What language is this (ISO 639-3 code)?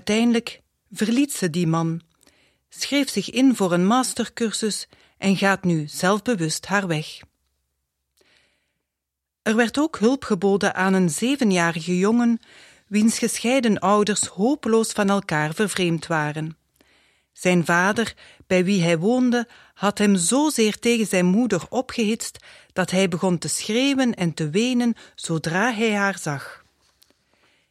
nld